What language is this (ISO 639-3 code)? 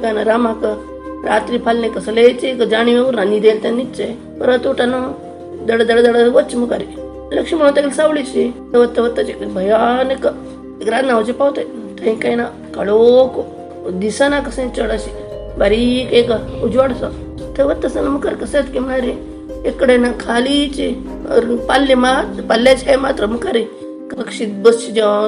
kok